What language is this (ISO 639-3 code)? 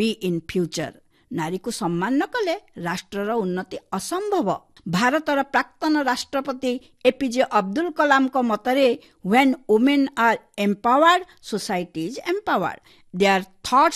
ori